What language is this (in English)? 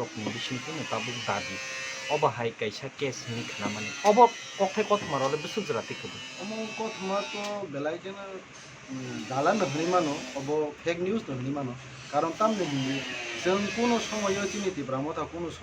Kok Borok